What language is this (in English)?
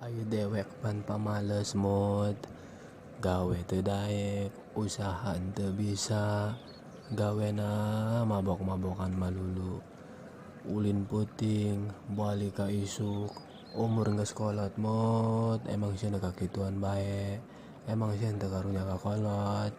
Sundanese